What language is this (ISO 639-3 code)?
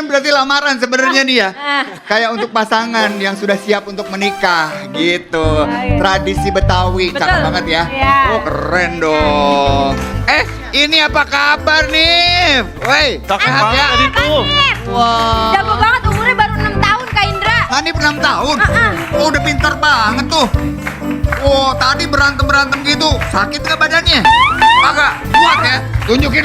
bew